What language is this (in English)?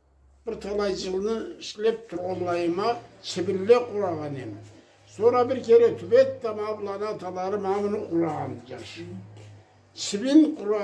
Karachay-Balkar